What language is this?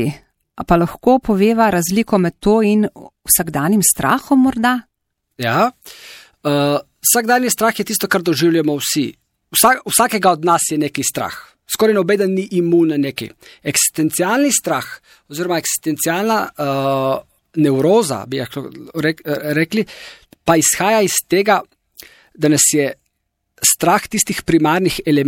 Slovenian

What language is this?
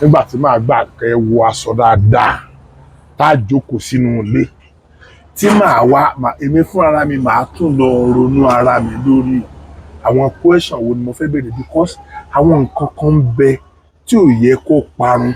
Yoruba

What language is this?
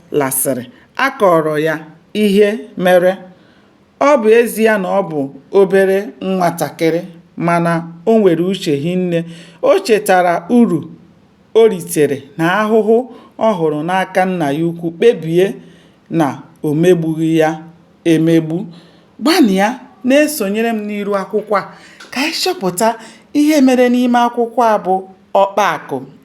Igbo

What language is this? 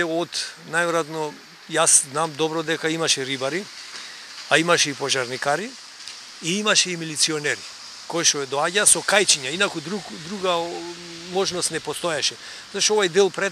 Macedonian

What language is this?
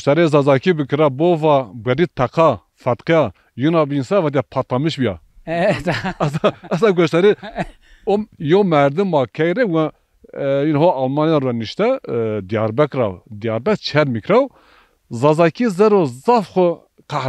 Zaza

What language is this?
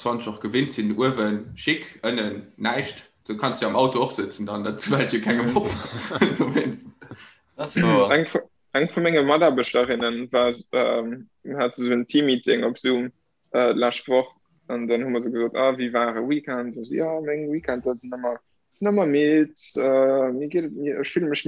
Luxembourgish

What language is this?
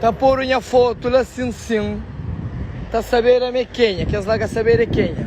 Kabuverdianu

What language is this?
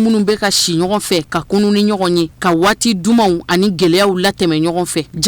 Bambara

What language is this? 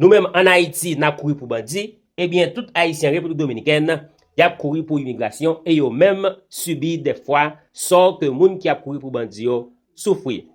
Haitian Creole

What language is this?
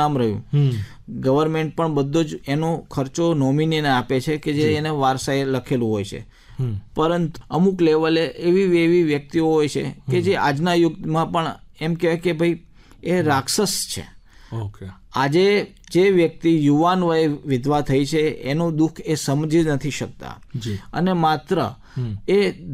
Gujarati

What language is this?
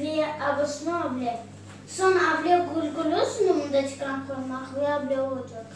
Crimean Tatar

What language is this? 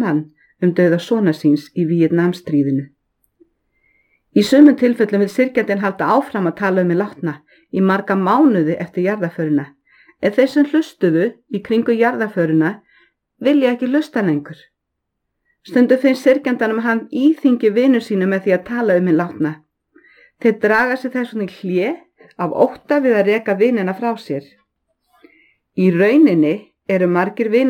Icelandic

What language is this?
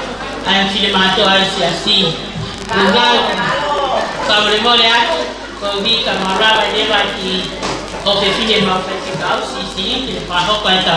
Tongan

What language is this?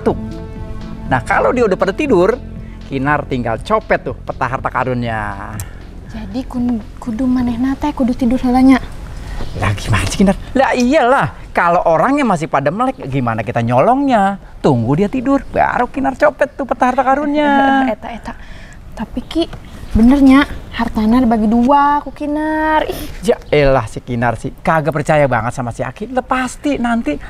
Betawi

